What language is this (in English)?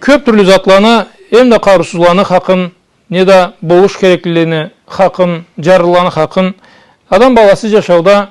Karachay-Balkar